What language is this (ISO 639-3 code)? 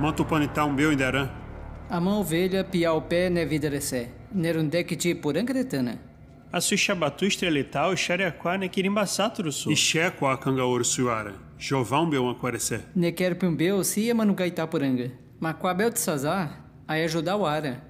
yrl